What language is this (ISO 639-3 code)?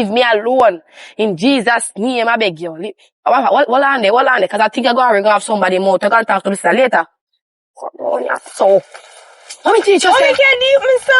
jam